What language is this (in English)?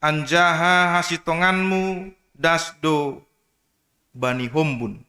Batak Simalungun